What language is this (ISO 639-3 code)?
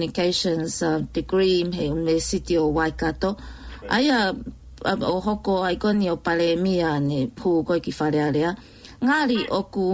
ton